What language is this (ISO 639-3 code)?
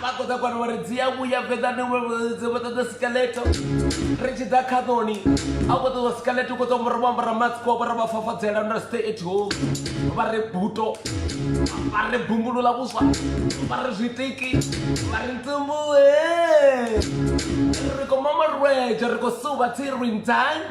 ven